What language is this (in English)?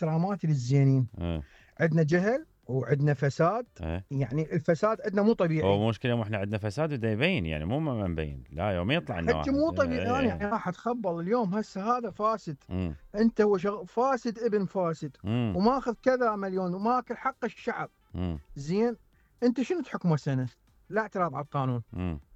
Mesopotamian Arabic